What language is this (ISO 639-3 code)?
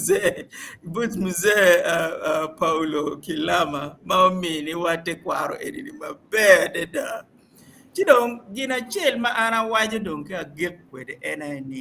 ach